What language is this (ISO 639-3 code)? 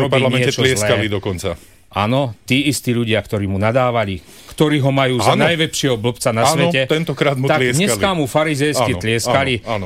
slk